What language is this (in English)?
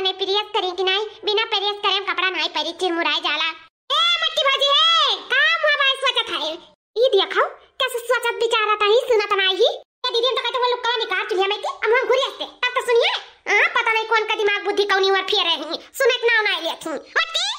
Awadhi